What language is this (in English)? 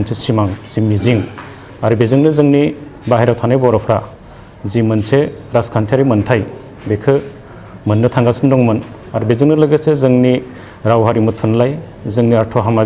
Bodo